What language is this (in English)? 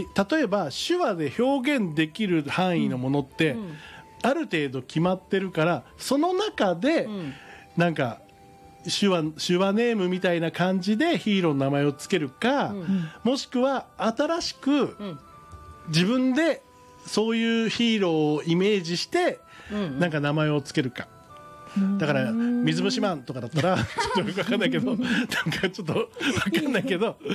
Japanese